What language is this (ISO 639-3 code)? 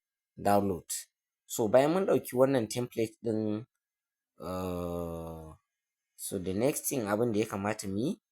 hau